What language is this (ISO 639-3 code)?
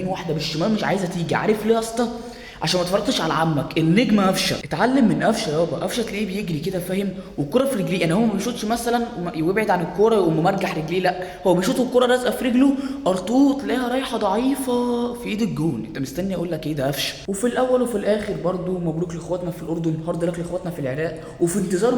arz